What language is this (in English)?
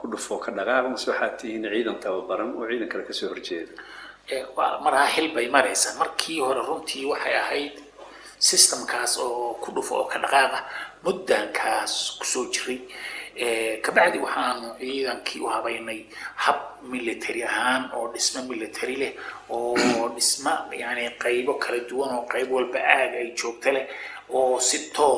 Somali